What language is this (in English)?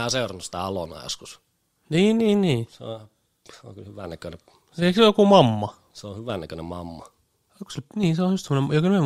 Finnish